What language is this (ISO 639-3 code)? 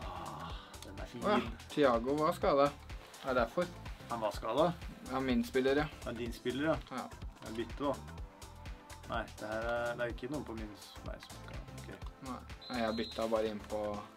nor